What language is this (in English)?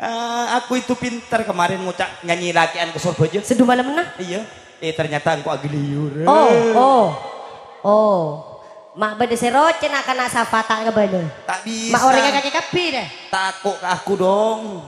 Madurese